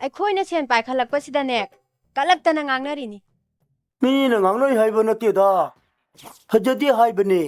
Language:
Manipuri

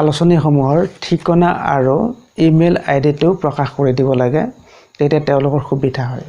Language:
Assamese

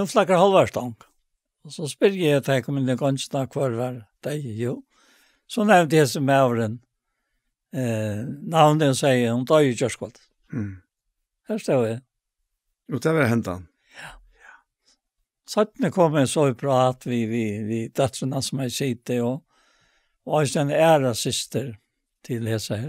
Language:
Faroese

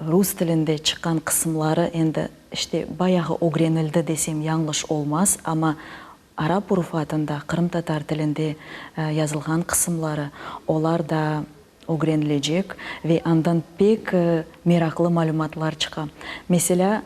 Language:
Crimean Tatar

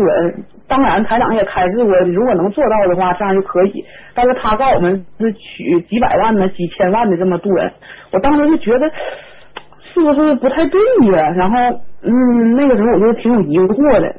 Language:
Chinese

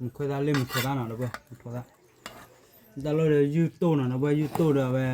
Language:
S'gaw Karen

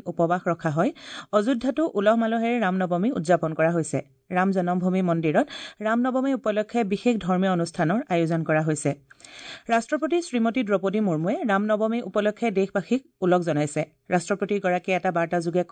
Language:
Assamese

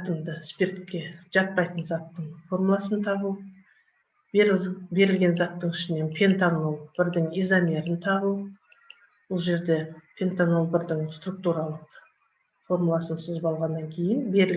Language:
Kazakh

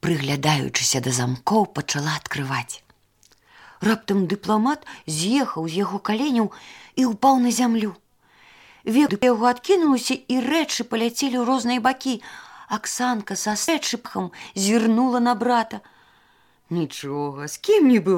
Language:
Belarusian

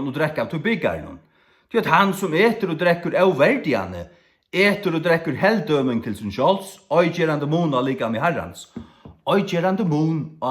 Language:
Faroese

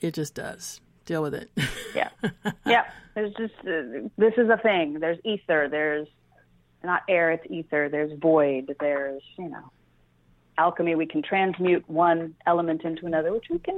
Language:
English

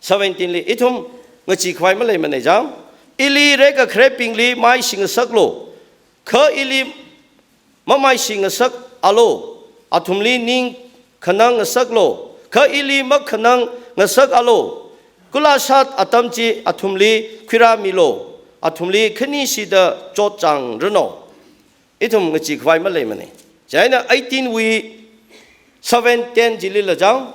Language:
Tangkhul Naga (India)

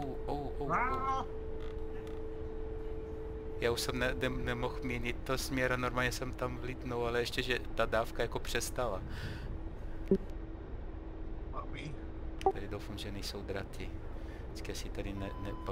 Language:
Czech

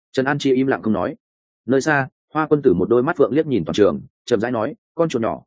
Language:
Vietnamese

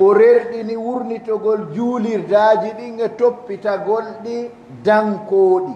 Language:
Fula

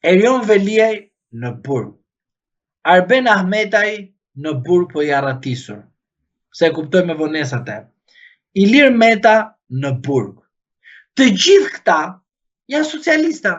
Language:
Albanian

